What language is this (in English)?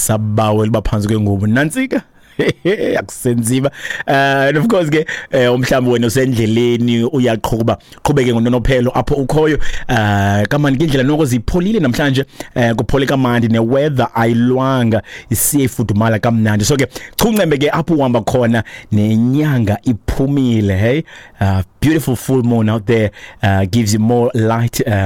Xhosa